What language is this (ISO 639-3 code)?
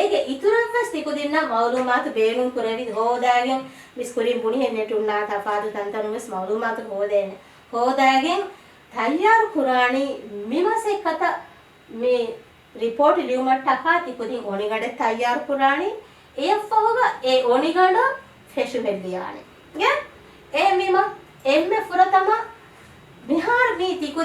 div